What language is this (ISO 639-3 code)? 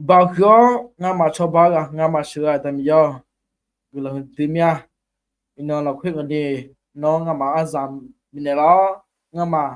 ahk